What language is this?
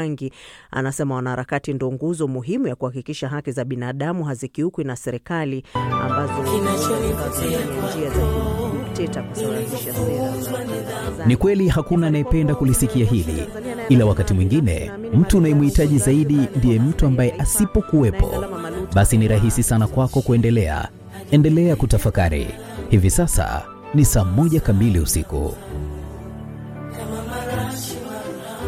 Swahili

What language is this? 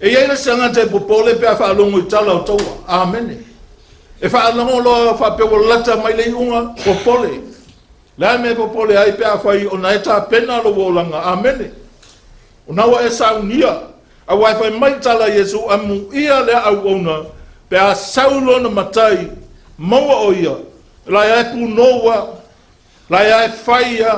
Samoan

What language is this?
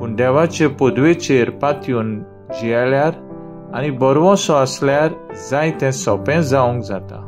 Konkani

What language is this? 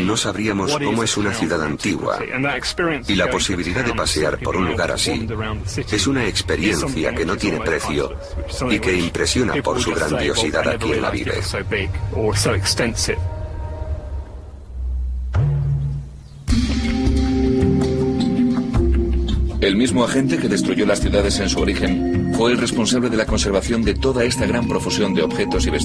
Spanish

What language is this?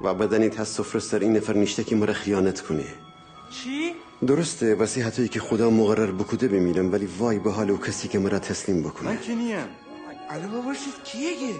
Gilaki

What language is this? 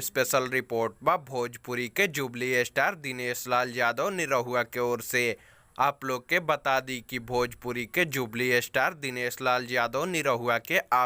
Bhojpuri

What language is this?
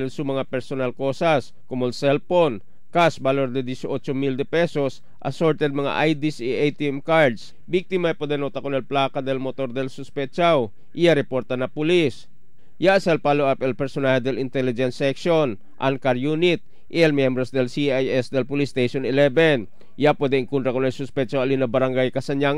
Chavacano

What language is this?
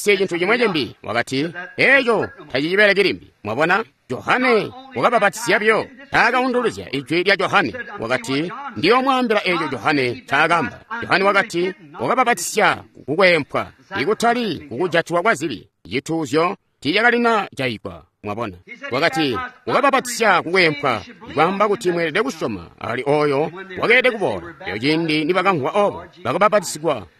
Tonga (Zambia)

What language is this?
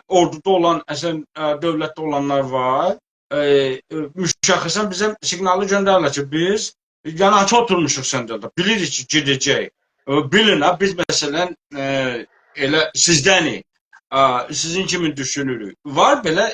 South Azerbaijani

